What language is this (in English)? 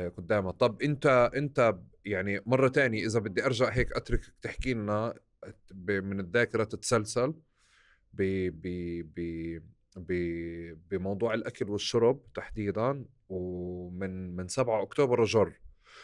North Levantine Arabic